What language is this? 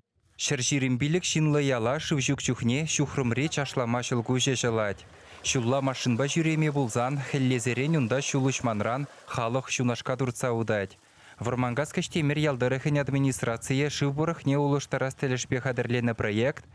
Chuvash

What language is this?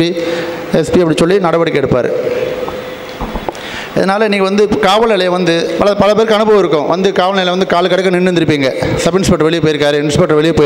Tamil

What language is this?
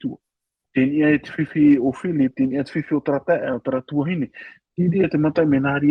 Tahitian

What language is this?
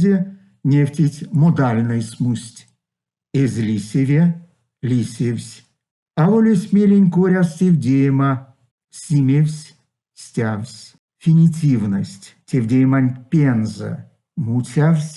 Erzya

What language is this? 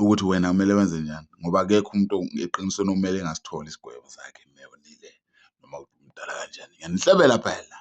Zulu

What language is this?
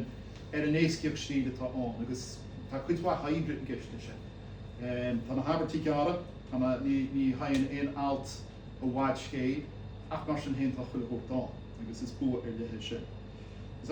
Irish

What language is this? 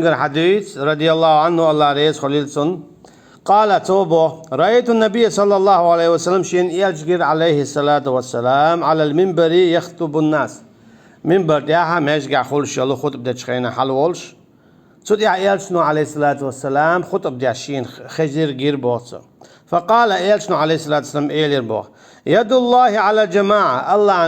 Chechen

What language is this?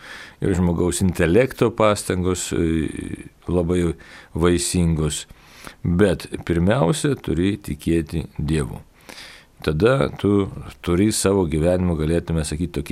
Lithuanian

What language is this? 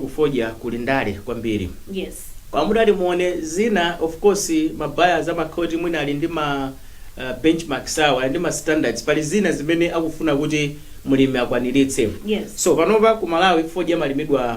Nyanja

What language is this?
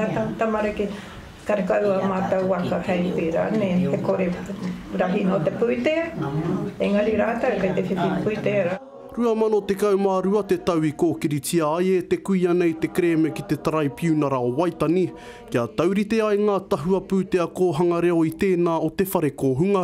Māori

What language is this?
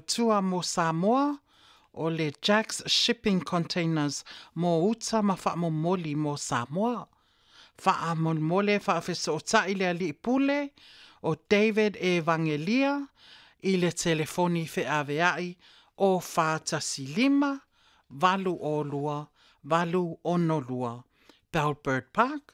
Samoan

